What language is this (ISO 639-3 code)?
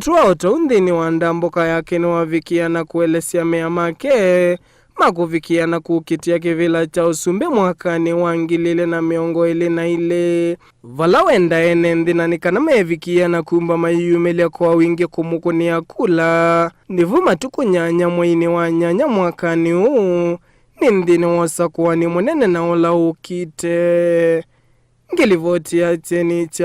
kam